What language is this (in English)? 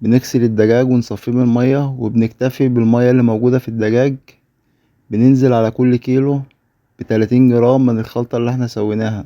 Egyptian Arabic